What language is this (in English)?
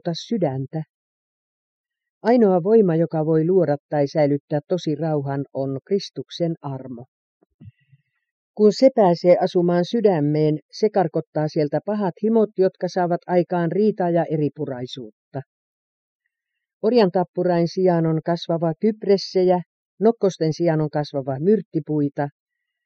Finnish